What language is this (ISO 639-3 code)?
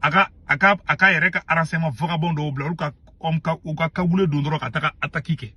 bam